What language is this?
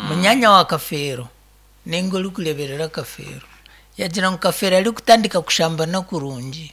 Nyankole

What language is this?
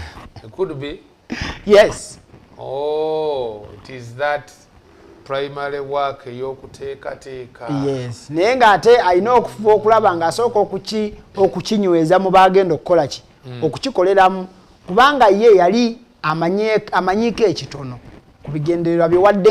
Ganda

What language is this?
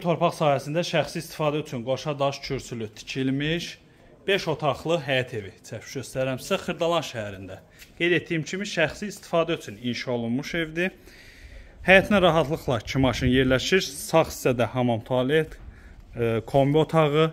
Azerbaijani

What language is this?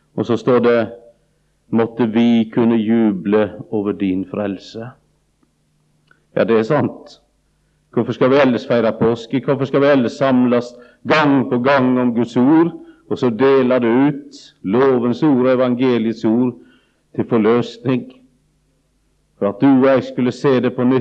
Norwegian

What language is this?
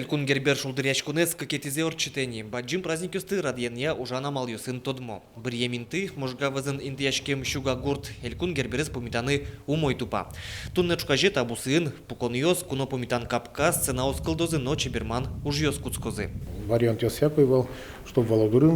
Udmurt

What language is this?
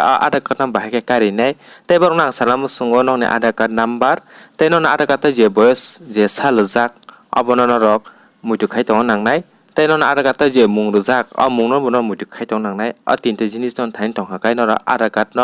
Kok Borok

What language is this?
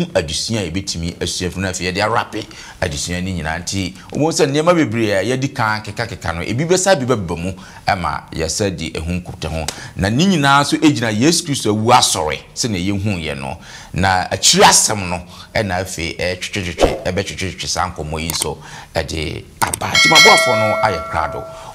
Akan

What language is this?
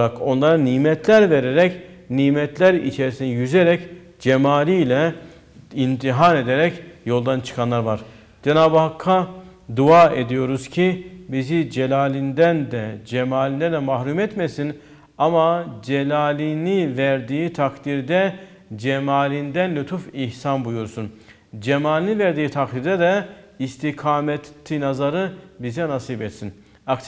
Turkish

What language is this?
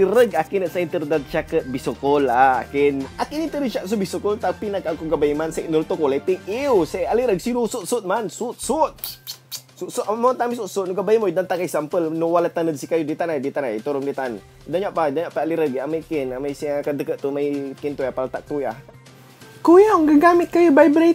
Pangasinan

